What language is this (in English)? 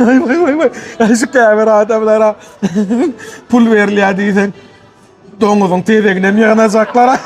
Turkmen